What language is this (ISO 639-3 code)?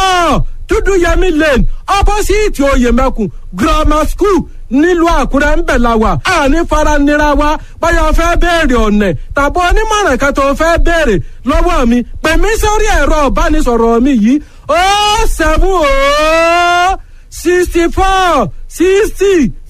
yor